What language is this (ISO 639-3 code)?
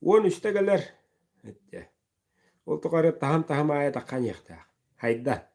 sah